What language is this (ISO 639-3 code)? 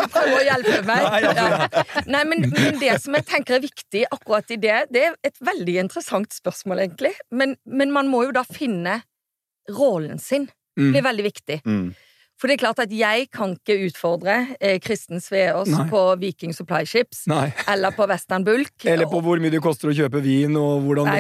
nor